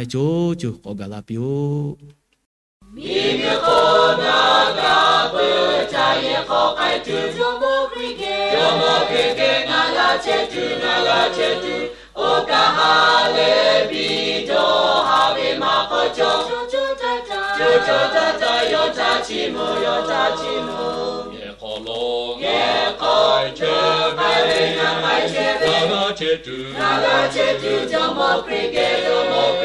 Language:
Lahu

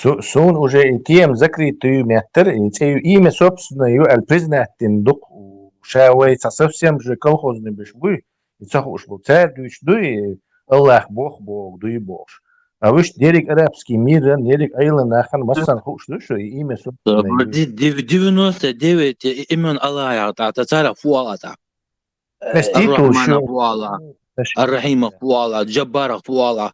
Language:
Chechen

